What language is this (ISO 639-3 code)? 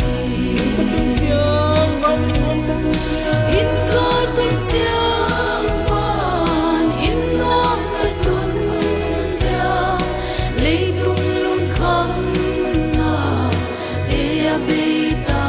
pck